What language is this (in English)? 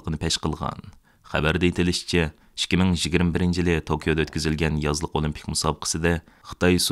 Uyghur